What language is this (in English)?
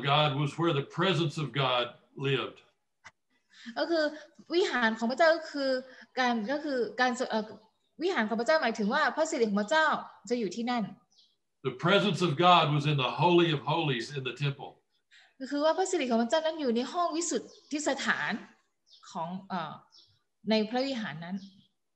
Thai